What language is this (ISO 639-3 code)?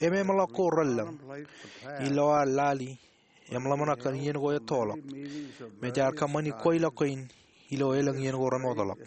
mah